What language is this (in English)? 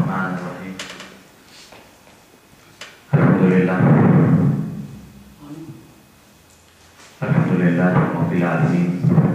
Urdu